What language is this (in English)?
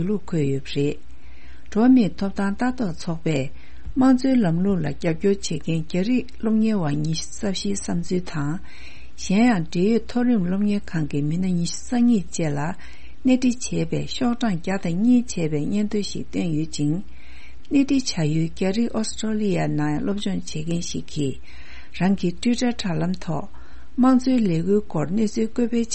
Tibetan